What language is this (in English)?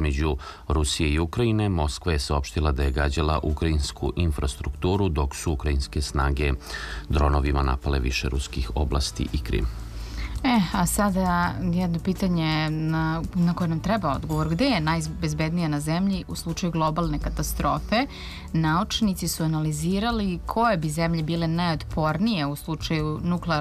Serbian